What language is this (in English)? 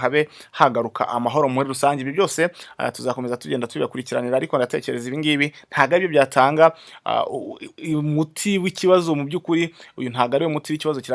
Kinyarwanda